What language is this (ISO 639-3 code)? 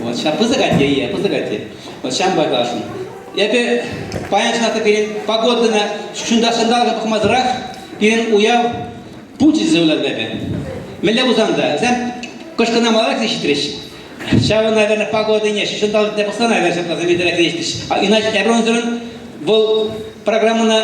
chv